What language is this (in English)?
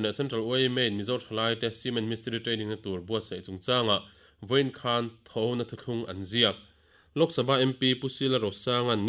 Mizo